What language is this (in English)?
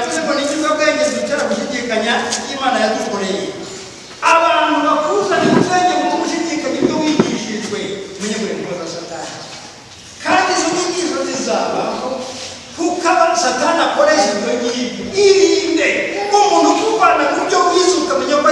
Kinyarwanda